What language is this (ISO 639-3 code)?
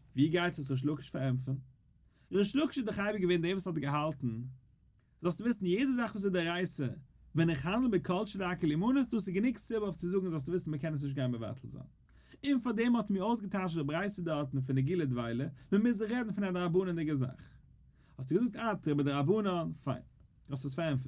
yid